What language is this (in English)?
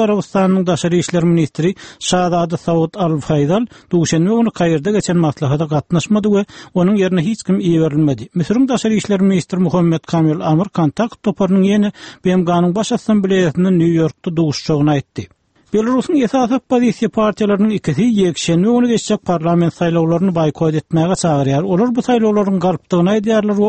Turkmen